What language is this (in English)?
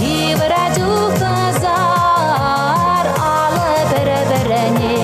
Chuvash